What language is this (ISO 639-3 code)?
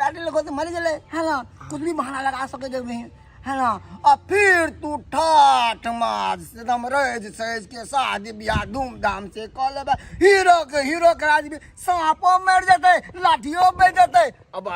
mai